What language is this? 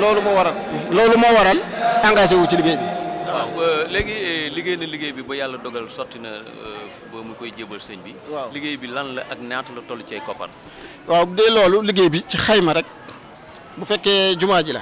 Wolof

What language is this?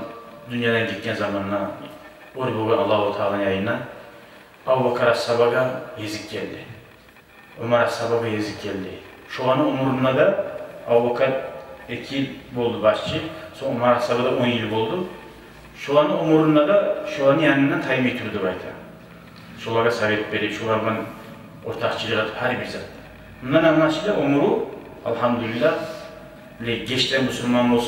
Kumyk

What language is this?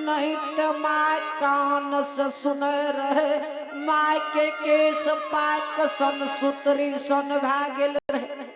Angika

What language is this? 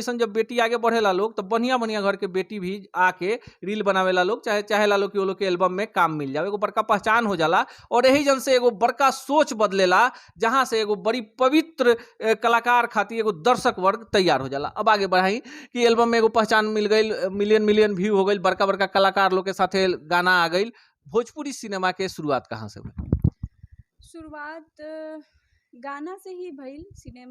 Bhojpuri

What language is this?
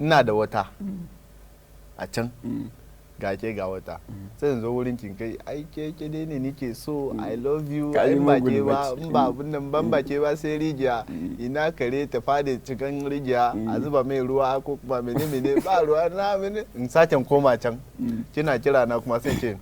Hausa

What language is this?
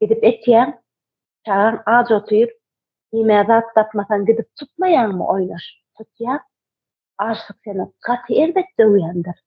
Turkmen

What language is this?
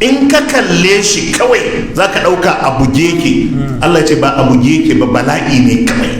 Hausa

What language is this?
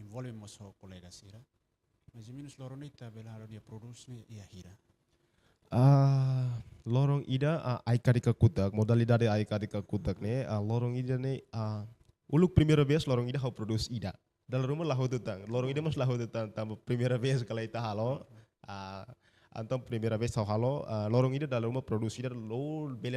Tetum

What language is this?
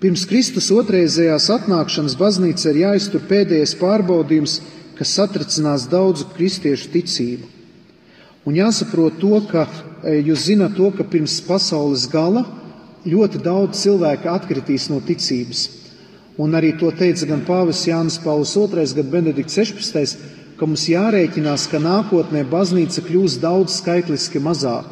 Latvian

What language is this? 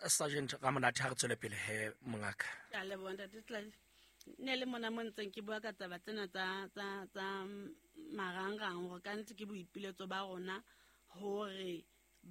Southern Sotho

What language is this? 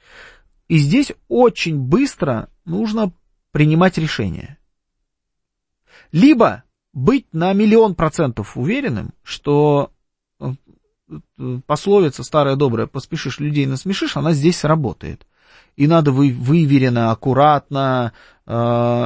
Russian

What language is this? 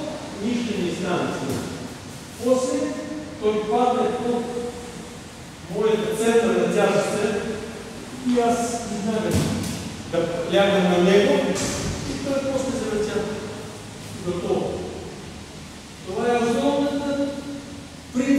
Bulgarian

